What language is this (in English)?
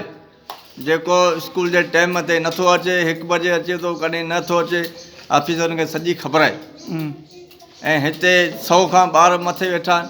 Sindhi